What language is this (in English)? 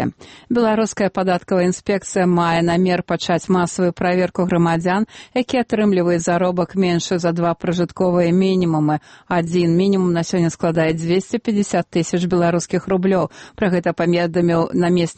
Belarusian